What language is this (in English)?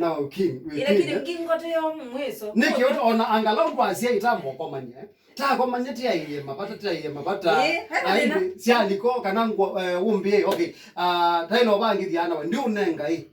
Kamba